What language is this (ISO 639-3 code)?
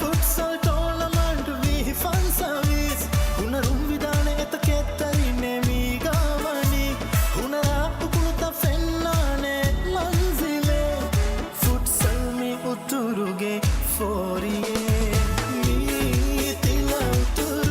div